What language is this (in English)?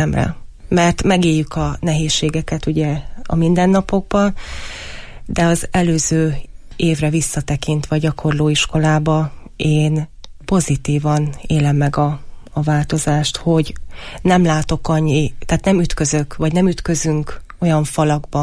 Hungarian